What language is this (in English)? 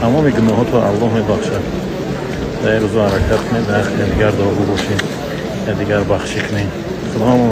Tajik